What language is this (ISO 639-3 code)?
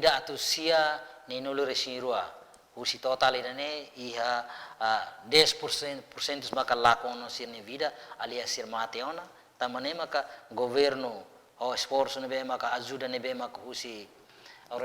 tet